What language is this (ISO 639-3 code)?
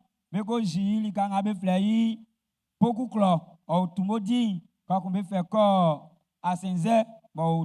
bci